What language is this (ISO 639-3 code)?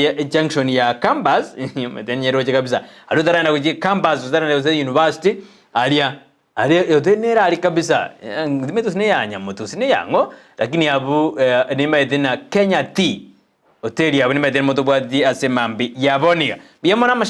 guz